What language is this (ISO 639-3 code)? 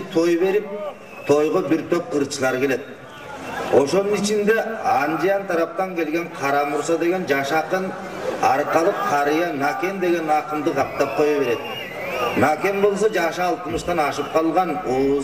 kir